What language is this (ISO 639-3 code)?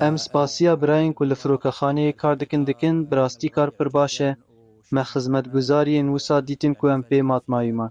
kur